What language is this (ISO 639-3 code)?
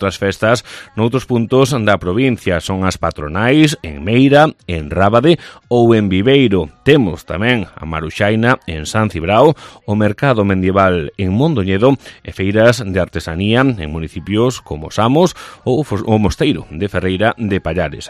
glg